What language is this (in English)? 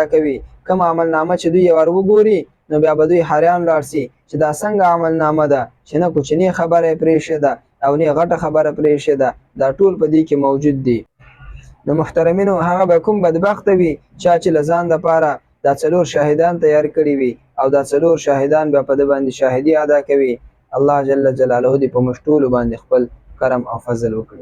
Pashto